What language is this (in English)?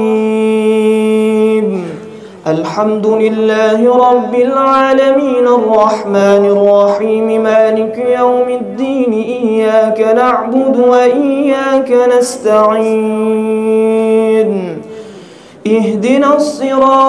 Arabic